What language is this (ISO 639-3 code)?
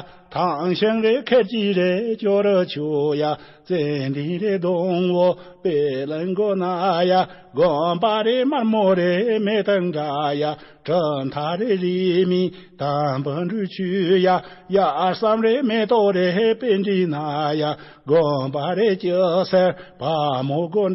bod